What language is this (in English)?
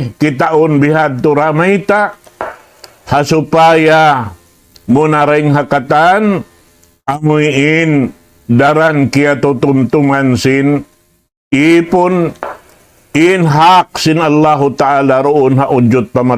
Tausug